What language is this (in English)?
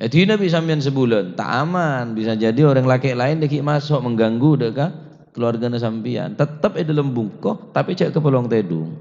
Madurese